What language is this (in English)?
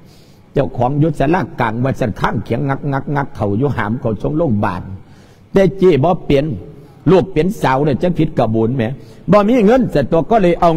Lao